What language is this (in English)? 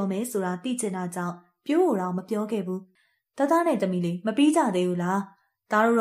Burmese